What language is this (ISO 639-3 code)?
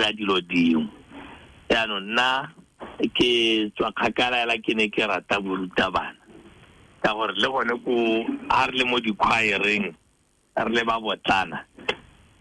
tsn